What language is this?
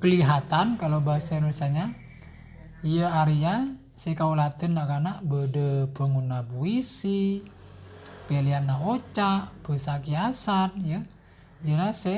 Madurese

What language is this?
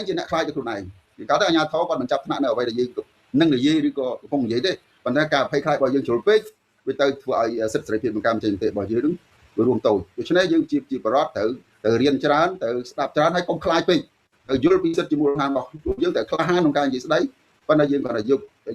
Khmer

